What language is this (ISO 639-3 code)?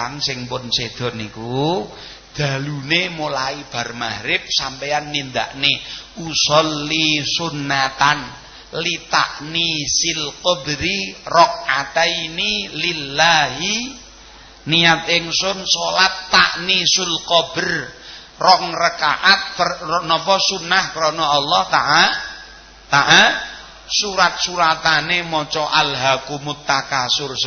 jav